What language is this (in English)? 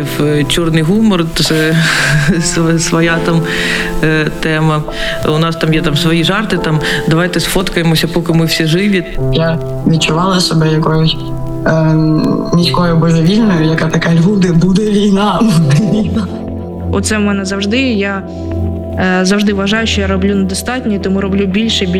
Ukrainian